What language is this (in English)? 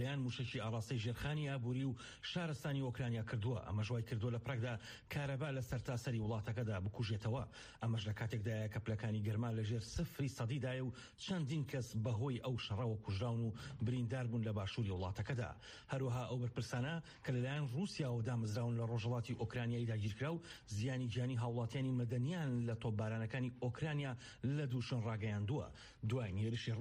Central Kurdish